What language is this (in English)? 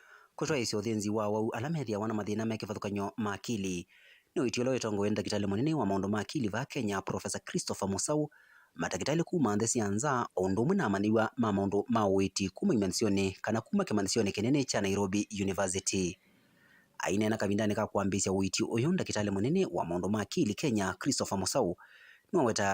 Kamba